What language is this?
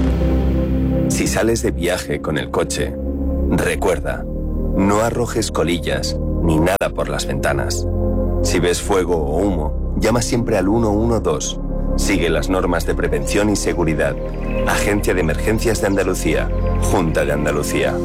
Spanish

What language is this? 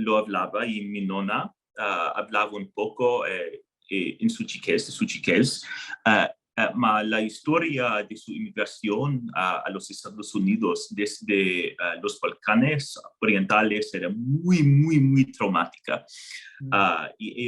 Ladino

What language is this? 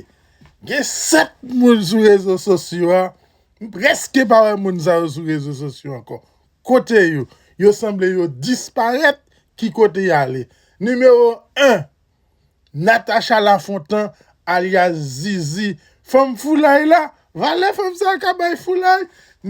Haitian Creole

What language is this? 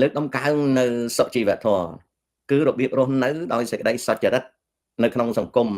Khmer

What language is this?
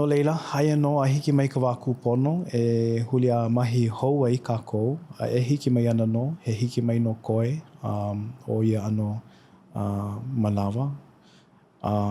Hawaiian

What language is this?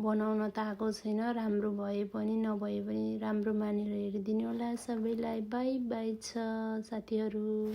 Nepali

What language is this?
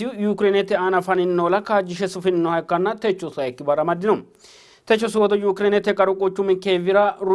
Sidamo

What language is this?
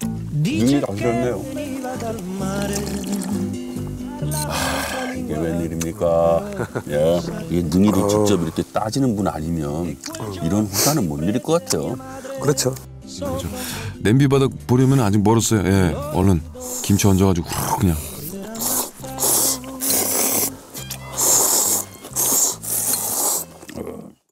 Korean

